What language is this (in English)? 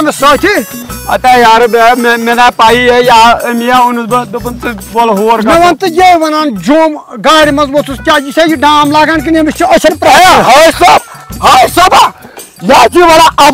Kashmiri